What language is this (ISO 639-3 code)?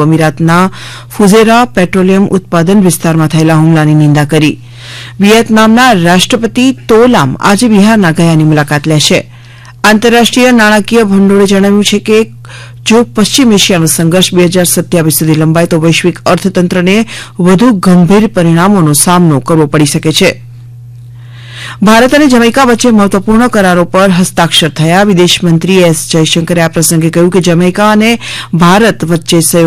guj